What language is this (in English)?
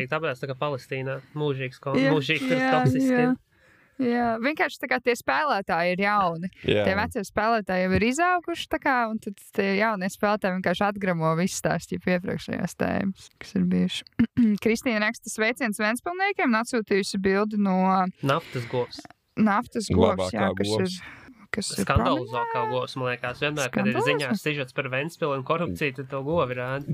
Latvian